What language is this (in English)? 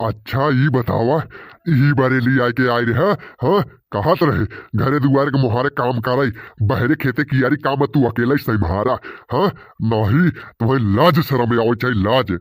Bhojpuri